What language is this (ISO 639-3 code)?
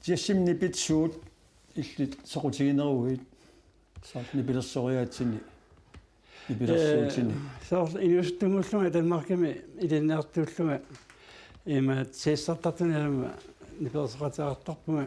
kal